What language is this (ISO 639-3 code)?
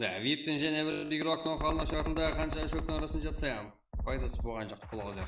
kaa